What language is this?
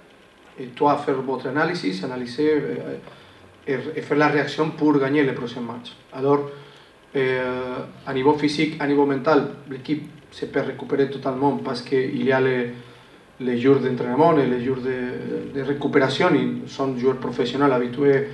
French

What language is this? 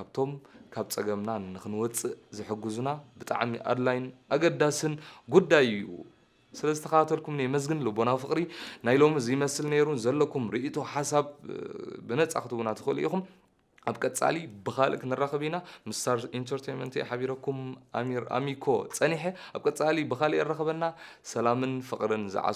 Tigrinya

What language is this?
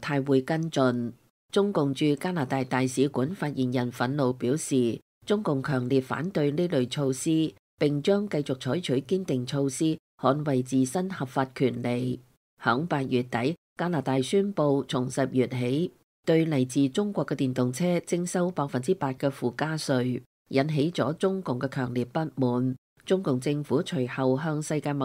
Cantonese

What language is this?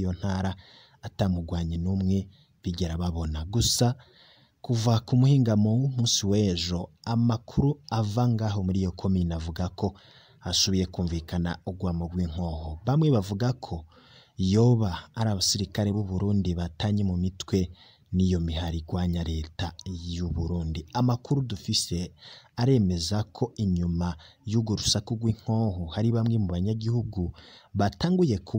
Rundi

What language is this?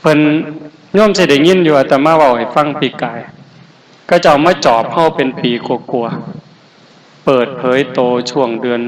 Northeastern Thai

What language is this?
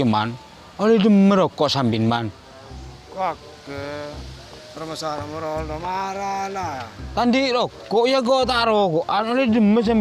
Madurese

